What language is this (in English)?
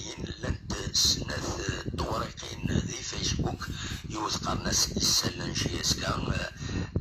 Kabyle